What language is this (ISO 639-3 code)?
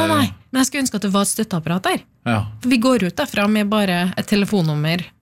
nor